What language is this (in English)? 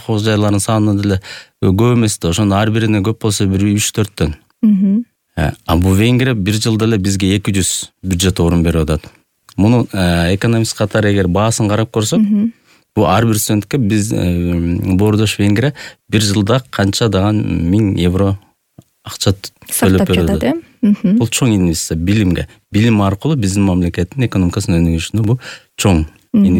Kyrgyz